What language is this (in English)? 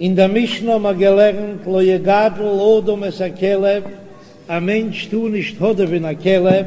Yiddish